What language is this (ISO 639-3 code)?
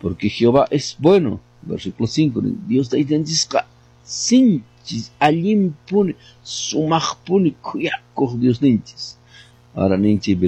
que